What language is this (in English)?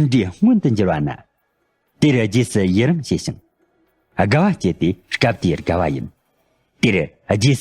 Tibetan